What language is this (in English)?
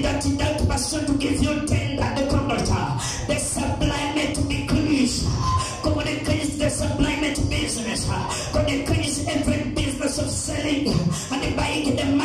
Swahili